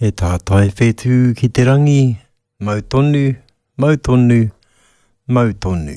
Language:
Māori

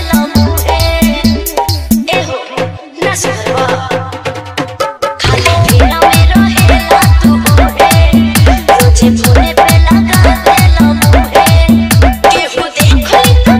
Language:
Bhojpuri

